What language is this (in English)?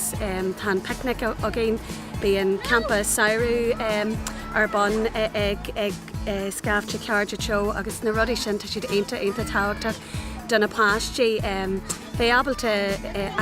Irish